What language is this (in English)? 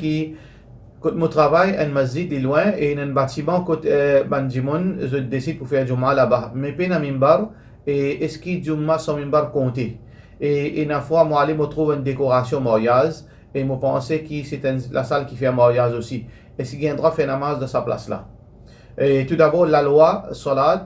Morisyen